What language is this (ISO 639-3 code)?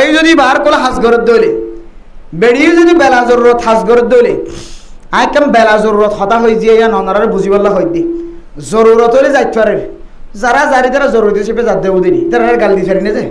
rhg